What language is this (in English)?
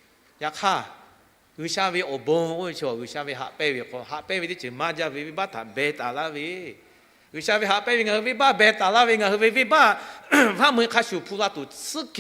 Lahu